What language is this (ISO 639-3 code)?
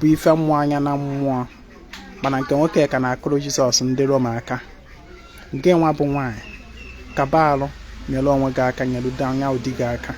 ibo